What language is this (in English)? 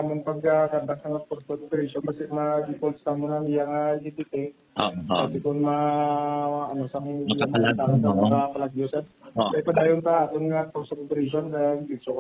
Hiligaynon